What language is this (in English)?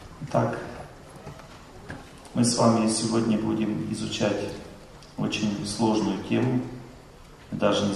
Russian